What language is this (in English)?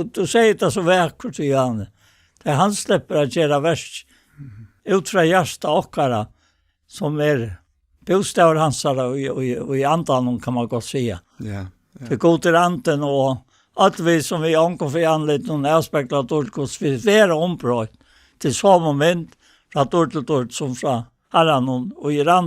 Faroese